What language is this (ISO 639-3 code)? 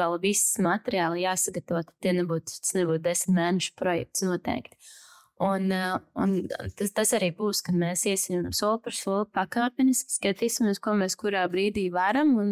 lav